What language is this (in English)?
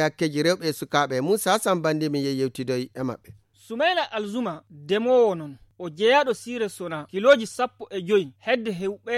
Fula